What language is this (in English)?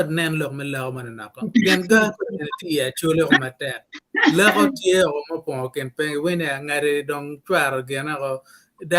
Acoli